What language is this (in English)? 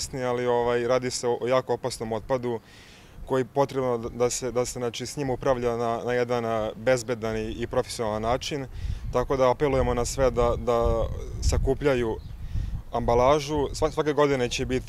Serbian